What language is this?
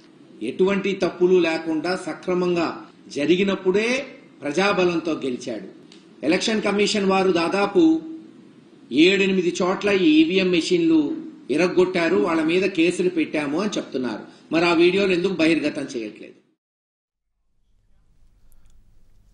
Telugu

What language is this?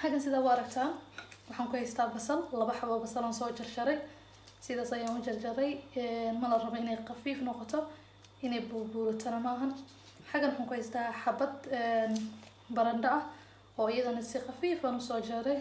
Somali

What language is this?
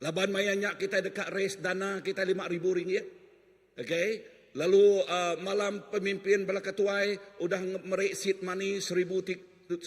Iban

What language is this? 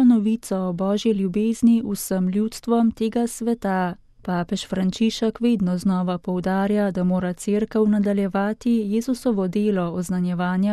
Slovenian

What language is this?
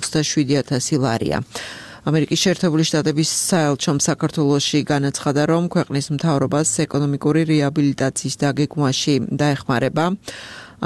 Georgian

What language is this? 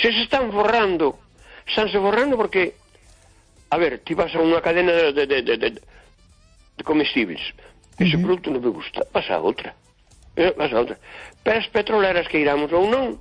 Galician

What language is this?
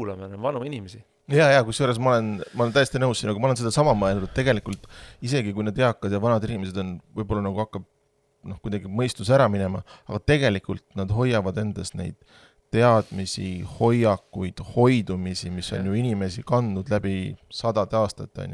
Estonian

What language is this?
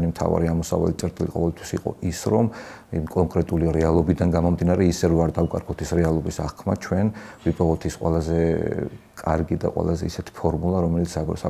Georgian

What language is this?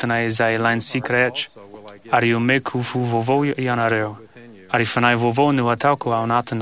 Malagasy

